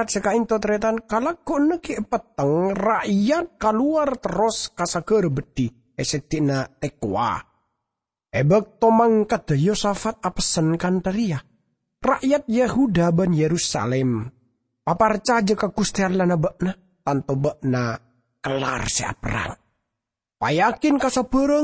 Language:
Madurese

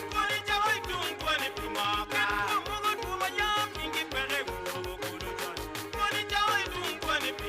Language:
Acoli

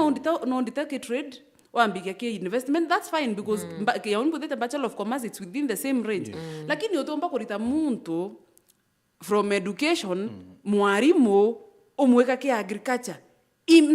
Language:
Meru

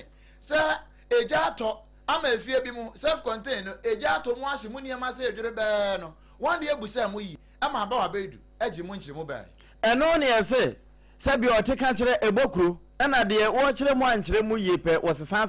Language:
Akan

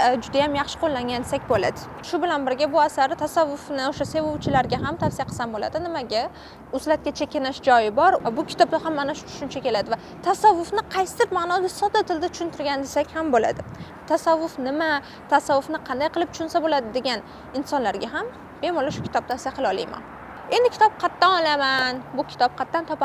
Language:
Uzbek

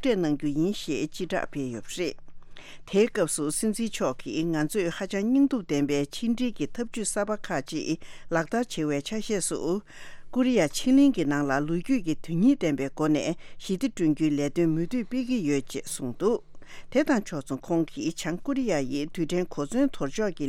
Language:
Tibetan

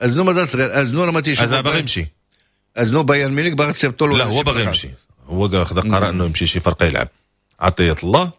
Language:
Moroccan Arabic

